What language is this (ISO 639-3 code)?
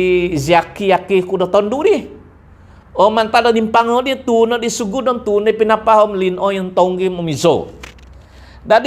dtp